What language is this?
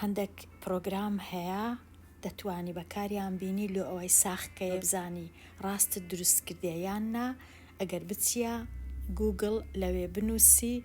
Central Kurdish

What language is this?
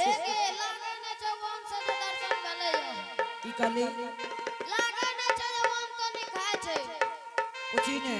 Angika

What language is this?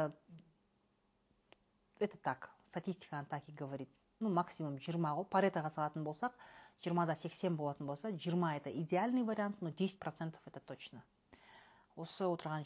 Kazakh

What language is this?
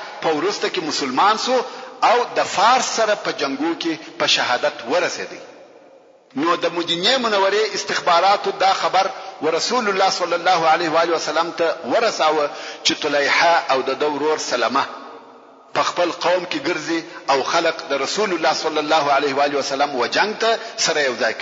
Pashto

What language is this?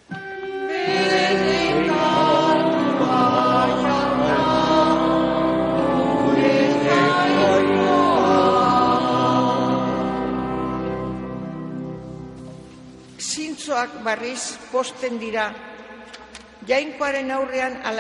Basque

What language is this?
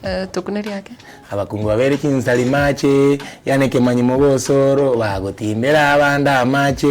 Gusii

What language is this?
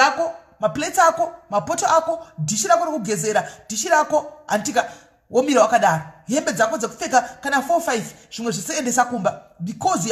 Shona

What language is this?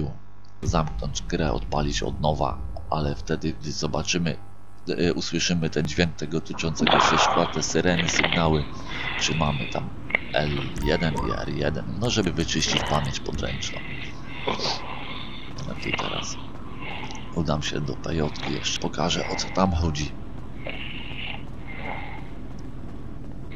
Polish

